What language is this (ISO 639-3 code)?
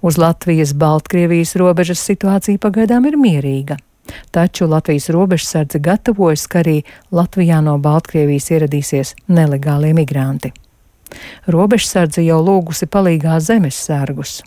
lav